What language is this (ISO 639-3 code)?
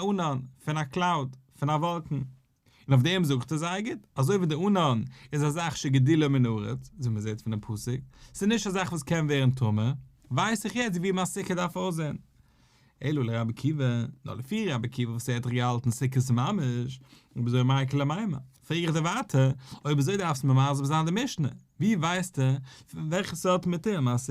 yid